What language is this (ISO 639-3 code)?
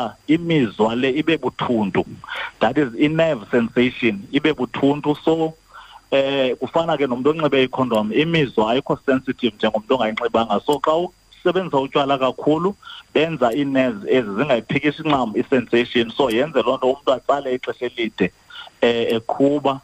xho